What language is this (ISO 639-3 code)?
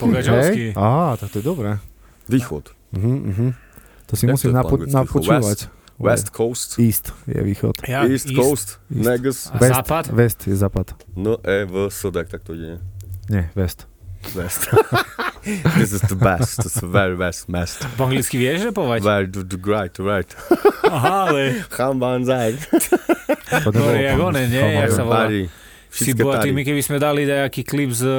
slk